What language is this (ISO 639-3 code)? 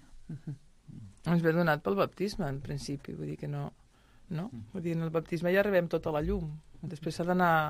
cat